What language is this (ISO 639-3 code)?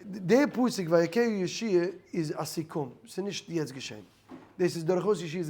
yid